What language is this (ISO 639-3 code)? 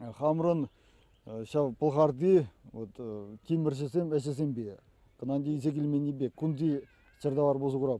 chv